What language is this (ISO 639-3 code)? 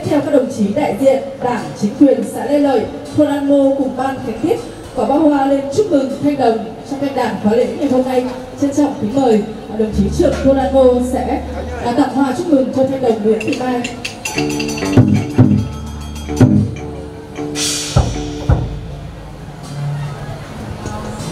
vie